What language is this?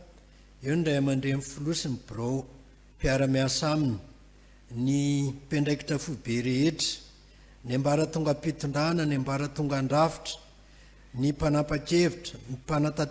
Malagasy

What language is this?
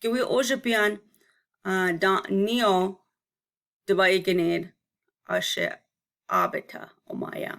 Chippewa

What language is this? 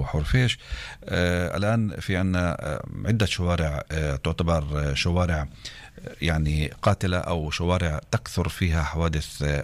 North Levantine Arabic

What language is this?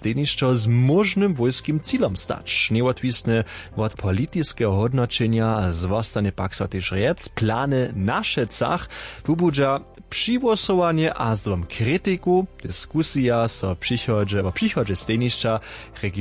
Upper Sorbian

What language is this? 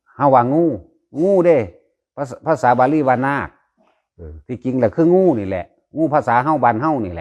Northeastern Thai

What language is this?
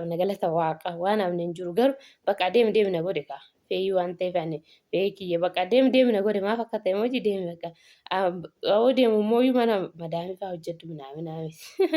Oromo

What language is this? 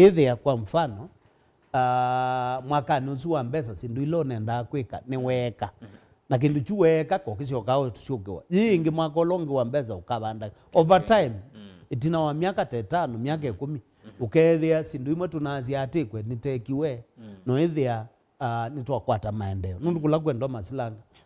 Kamba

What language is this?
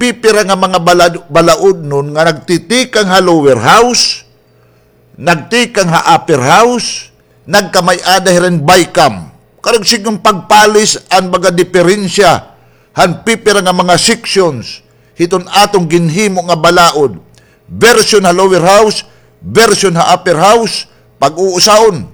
Waray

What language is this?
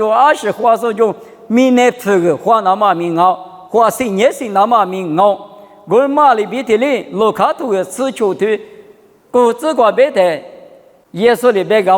Lisu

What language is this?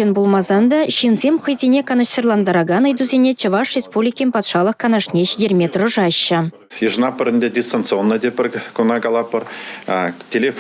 Chuvash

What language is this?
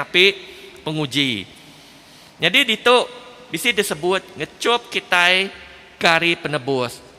Iban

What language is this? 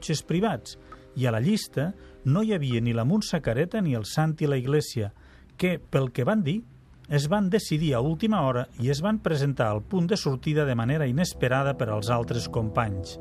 Catalan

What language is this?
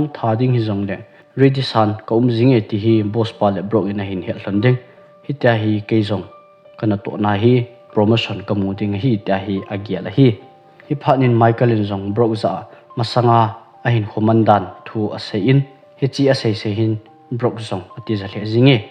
Thado Chin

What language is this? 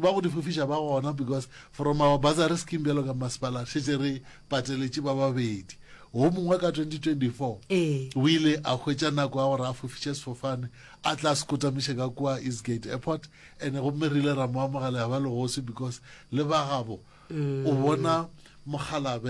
Northern Sotho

